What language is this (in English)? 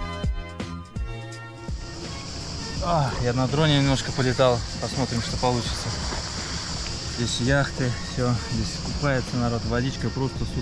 Russian